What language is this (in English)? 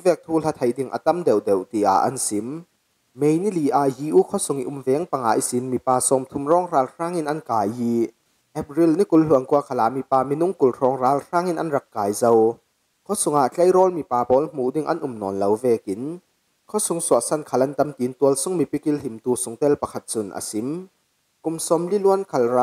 Falam Chin